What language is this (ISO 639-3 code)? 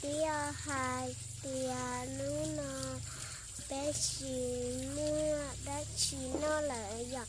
hmn